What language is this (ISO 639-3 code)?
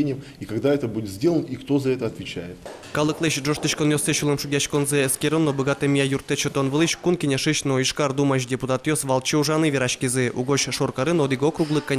udm